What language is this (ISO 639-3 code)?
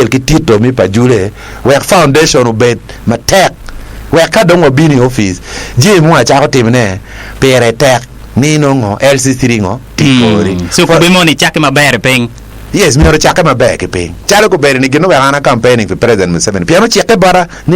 ach